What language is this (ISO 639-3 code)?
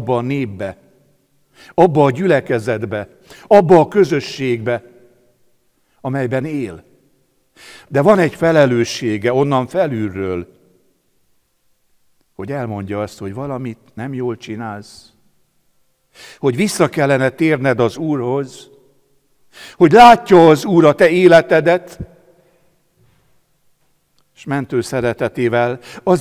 hun